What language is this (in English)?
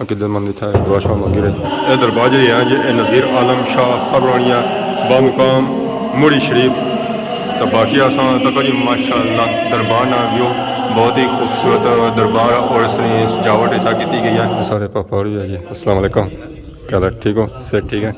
Pahari-Potwari